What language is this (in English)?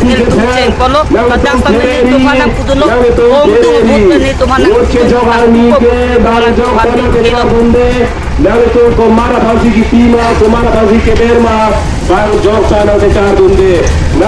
Karbi